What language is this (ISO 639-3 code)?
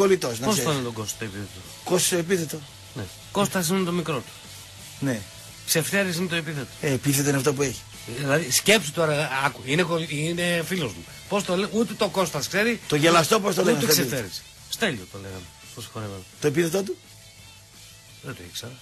ell